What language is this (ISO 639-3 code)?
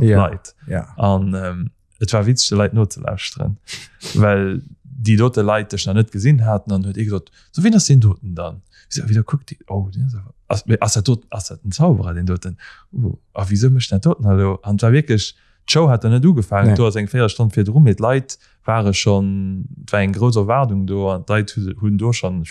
ltz